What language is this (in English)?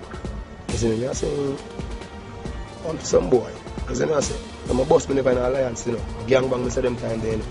Jamaican Creole English